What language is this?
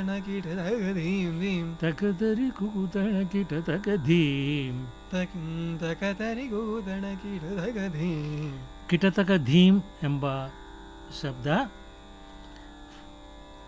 Kannada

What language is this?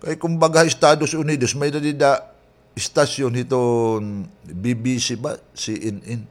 Waray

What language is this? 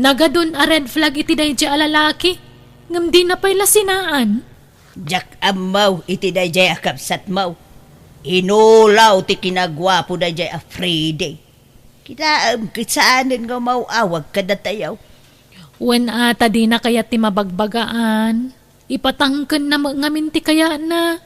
Iloko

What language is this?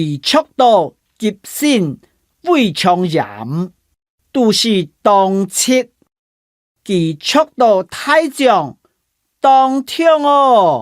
Hakka Chinese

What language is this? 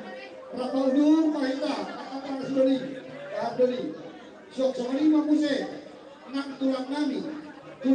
Batak Toba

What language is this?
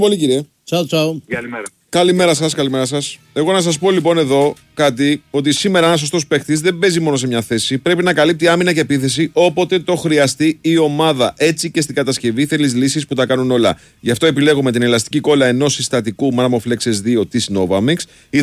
Greek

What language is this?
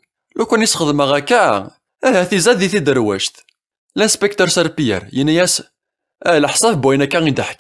Kabyle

